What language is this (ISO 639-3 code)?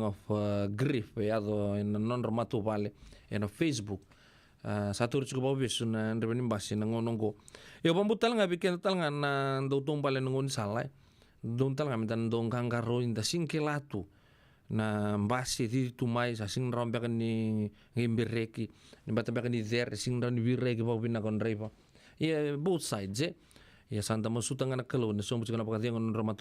fij